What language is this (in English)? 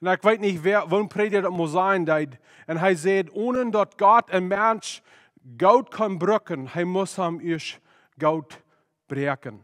Plautdietsch